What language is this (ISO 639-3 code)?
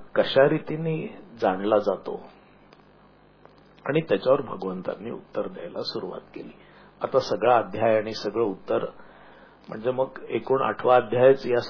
mar